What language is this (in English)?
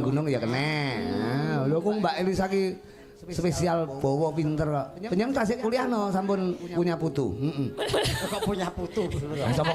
Javanese